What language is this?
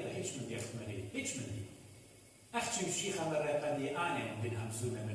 Assyrian Neo-Aramaic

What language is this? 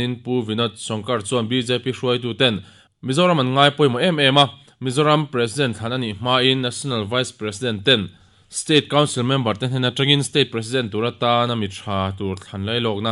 Mizo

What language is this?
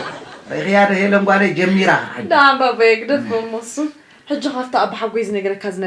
Tigrinya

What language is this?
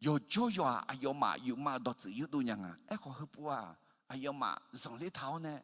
Akha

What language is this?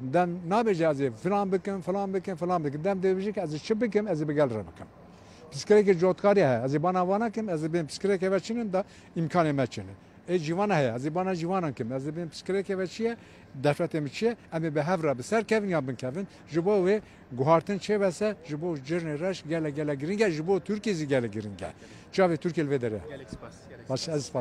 Kurdish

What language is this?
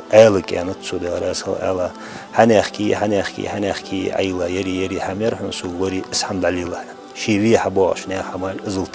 Ingush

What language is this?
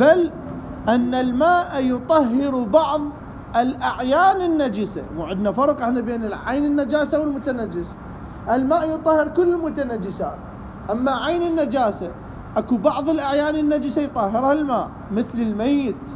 Mesopotamian Arabic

